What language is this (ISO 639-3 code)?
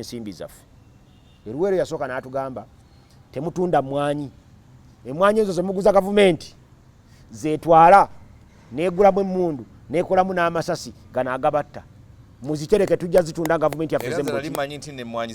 lug